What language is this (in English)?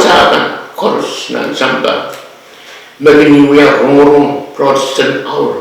Pohnpeian